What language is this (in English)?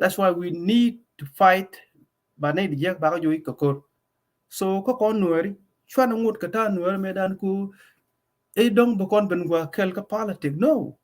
Nuer